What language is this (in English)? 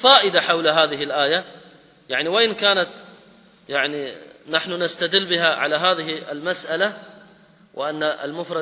Arabic